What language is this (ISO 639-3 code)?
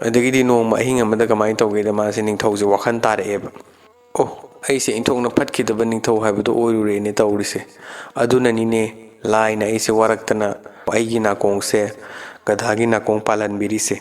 mni